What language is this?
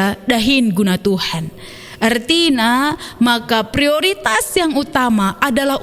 Batak Karo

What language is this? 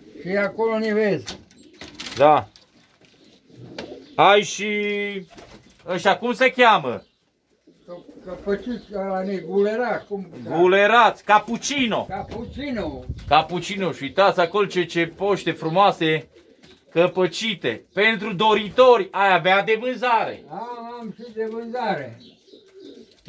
Romanian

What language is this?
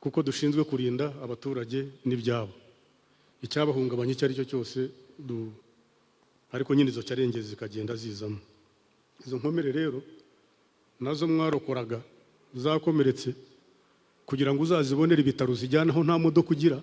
Kinyarwanda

